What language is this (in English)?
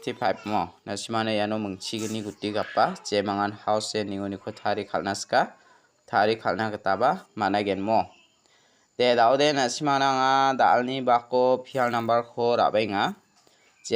Garo